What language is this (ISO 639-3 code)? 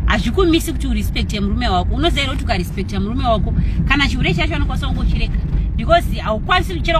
sna